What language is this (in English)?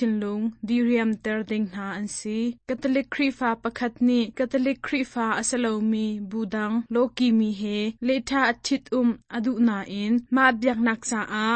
Hakha Chin